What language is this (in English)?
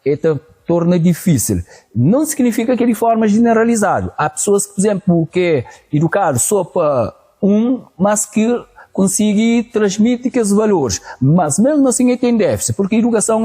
Kabuverdianu